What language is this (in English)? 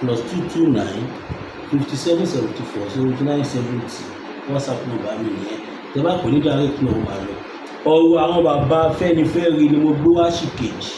Yoruba